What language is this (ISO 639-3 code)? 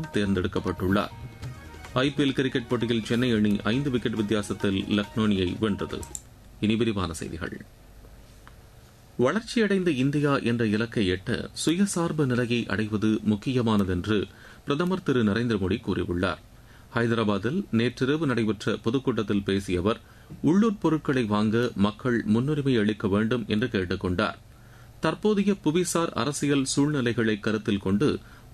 tam